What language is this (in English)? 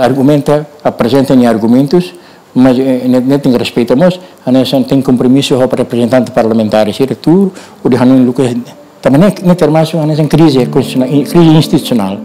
Tetum